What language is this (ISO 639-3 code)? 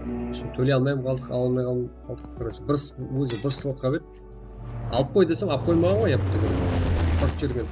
kaa